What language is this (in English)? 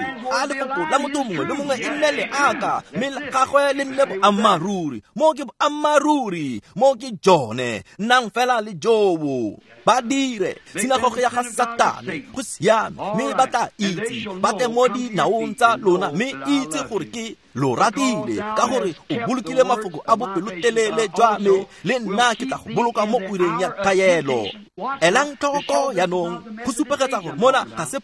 Tswana